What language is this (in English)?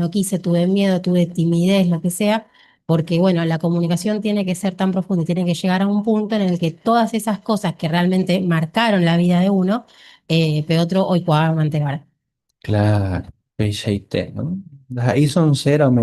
Guarani